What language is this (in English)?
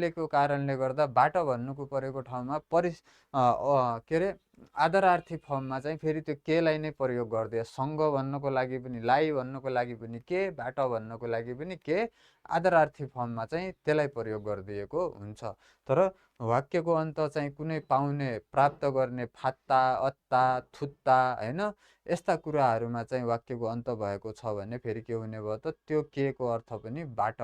Nepali